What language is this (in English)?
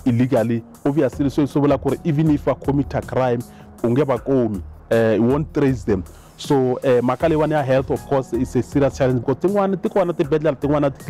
Tsonga